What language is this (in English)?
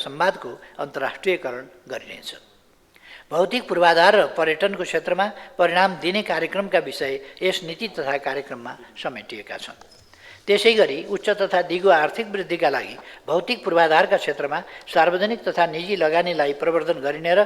Nepali